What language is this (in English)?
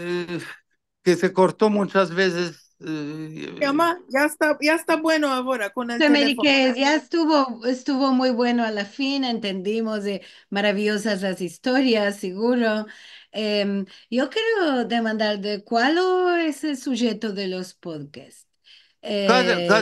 Ladino